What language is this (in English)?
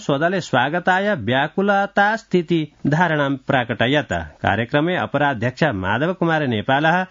Sanskrit